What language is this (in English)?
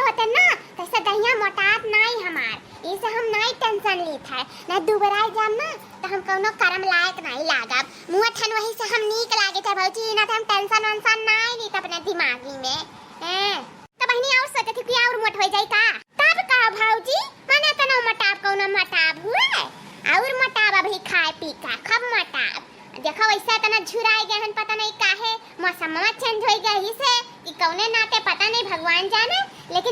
Awadhi